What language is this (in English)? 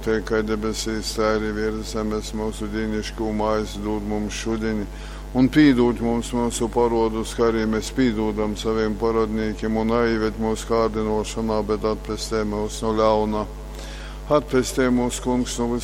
Latgalian